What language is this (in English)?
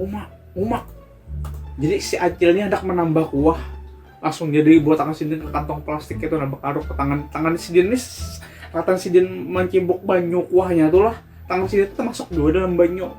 Banjar